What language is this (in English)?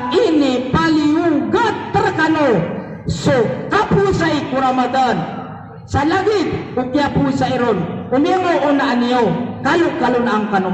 Maranao